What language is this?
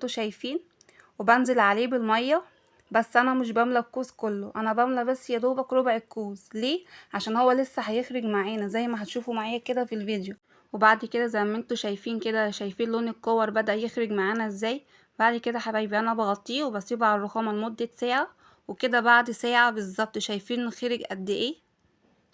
Egyptian Arabic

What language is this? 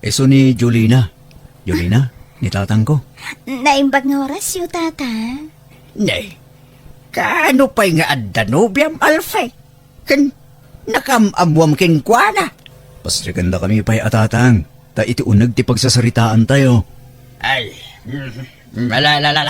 Iloko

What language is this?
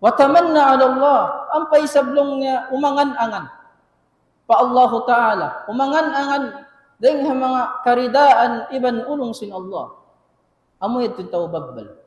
Tausug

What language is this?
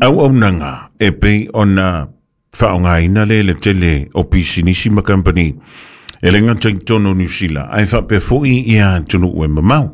Samoan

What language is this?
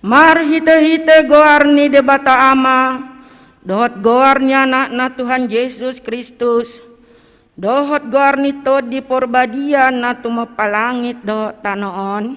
Batak Toba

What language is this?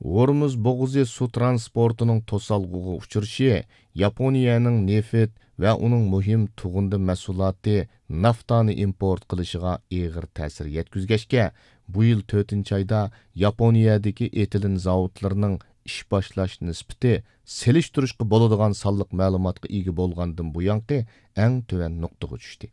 Uyghur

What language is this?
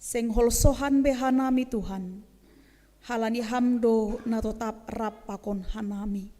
Batak Simalungun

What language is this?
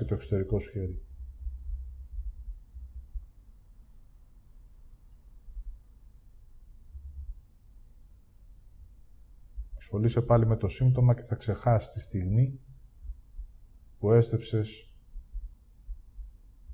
Greek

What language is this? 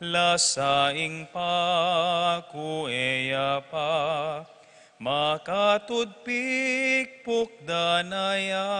Pampanga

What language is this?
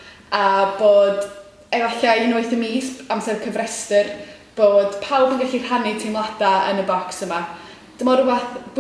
Welsh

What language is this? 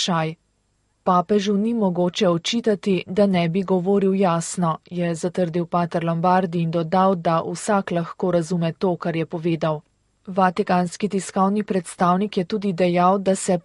Slovenian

